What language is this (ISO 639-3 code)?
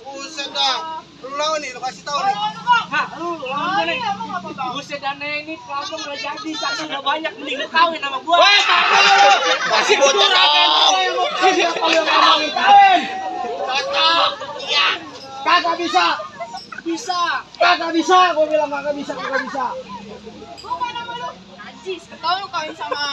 bew